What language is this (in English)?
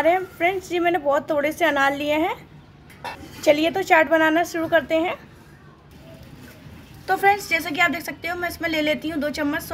Hindi